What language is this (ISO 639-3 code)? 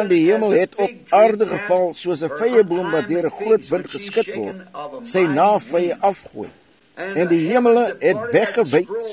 afr